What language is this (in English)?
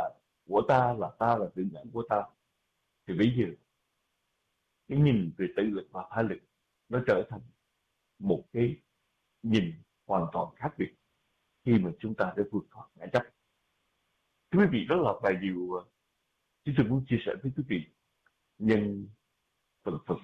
Vietnamese